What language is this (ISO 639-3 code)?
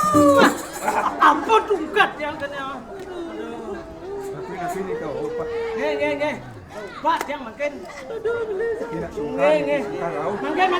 ban